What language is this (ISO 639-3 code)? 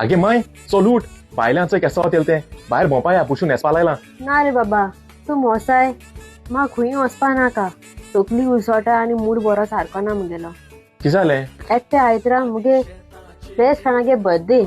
kok